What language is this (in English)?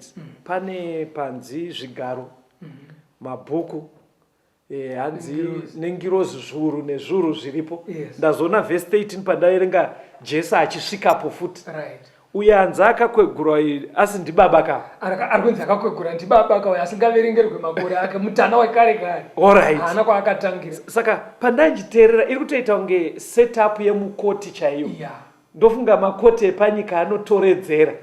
Shona